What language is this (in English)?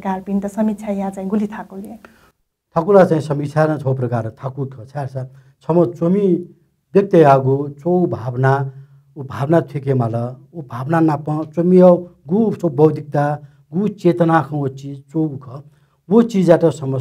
Newari